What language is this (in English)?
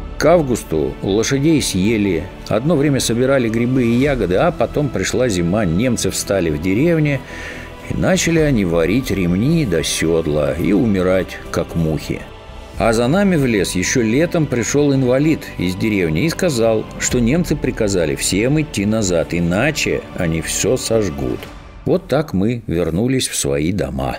Russian